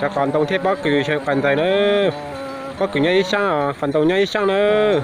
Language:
Hmong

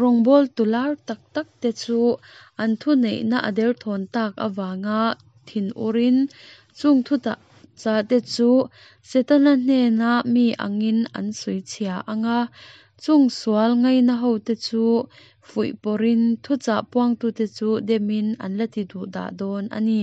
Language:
Mizo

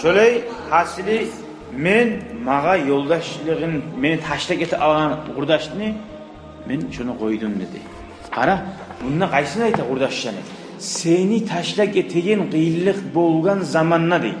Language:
Kumyk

